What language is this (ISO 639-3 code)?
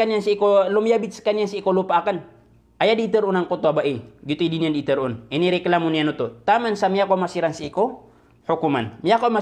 mrw